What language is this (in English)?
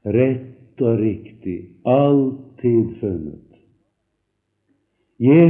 Norwegian